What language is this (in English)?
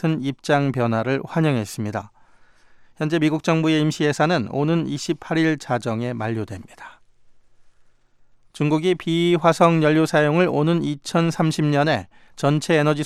Korean